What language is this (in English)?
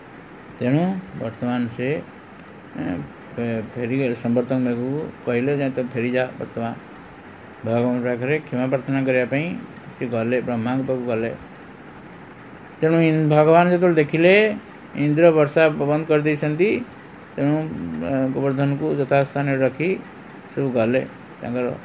Odia